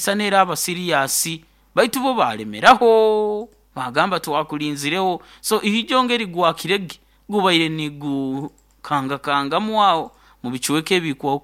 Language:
Nyoro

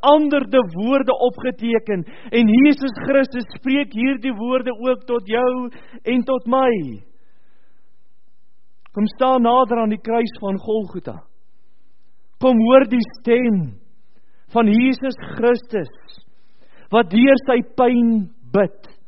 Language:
Afrikaans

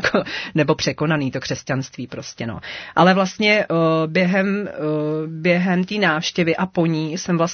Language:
Czech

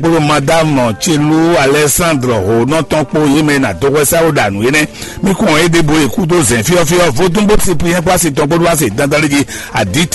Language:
Fon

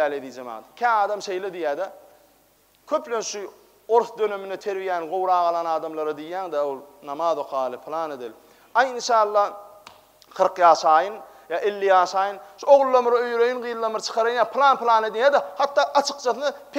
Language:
Turkmen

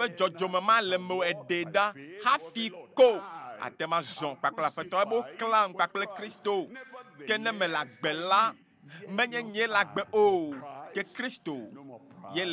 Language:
Ewe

